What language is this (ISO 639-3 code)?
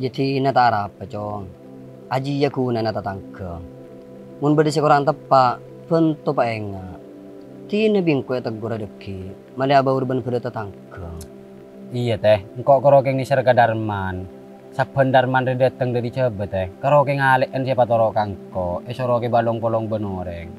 mad